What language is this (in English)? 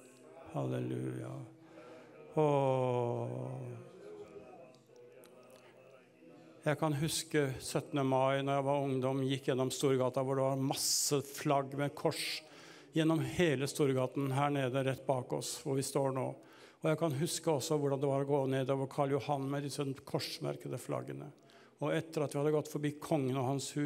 Norwegian